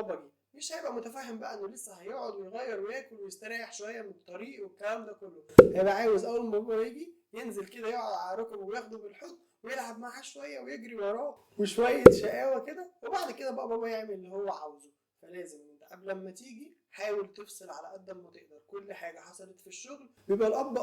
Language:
Egyptian Arabic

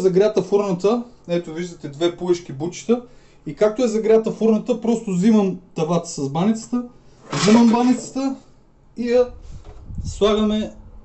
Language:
Bulgarian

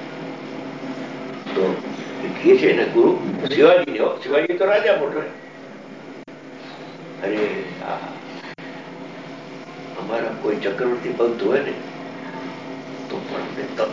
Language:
Gujarati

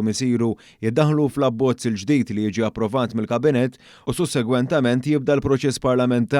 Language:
Maltese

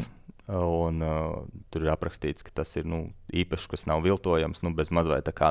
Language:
Latvian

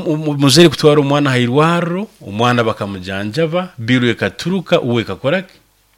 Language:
Nyoro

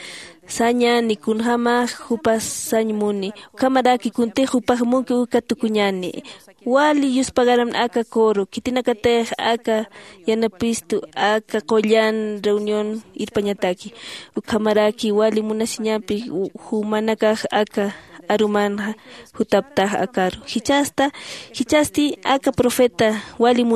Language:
Aymara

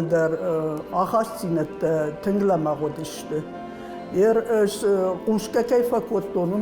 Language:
Ossetic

